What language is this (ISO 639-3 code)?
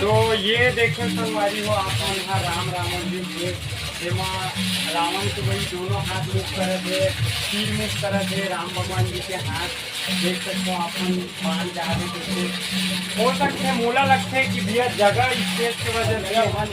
hne